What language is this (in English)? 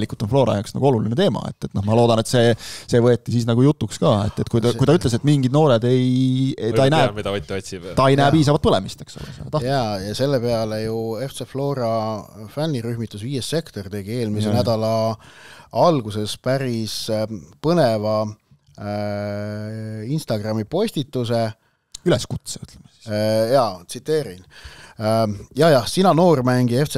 Estonian